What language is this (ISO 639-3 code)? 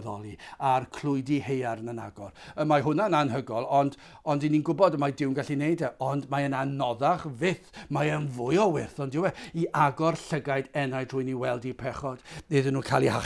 cym